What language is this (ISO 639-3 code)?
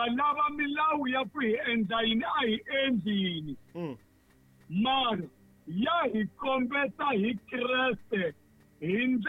tso